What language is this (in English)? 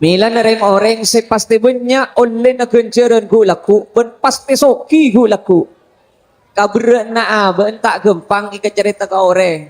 Madurese